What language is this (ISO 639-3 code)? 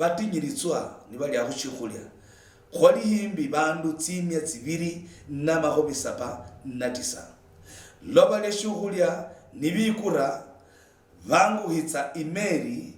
luy